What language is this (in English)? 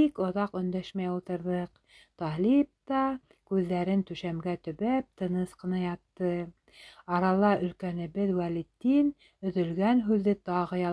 Bashkir